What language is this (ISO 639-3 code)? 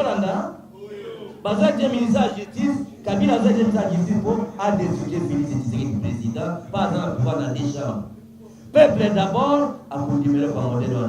lin